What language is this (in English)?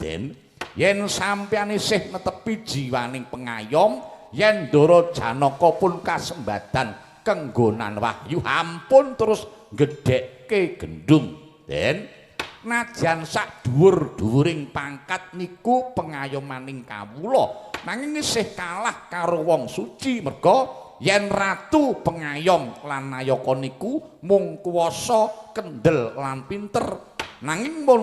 Javanese